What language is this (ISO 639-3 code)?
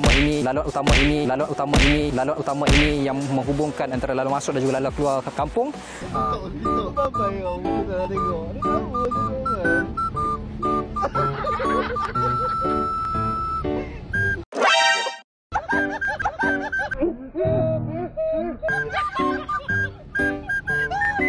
msa